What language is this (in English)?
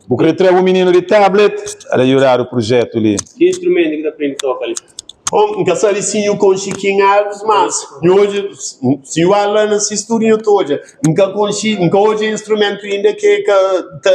Kabuverdianu